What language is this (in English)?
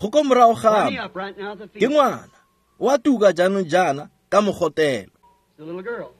Tswana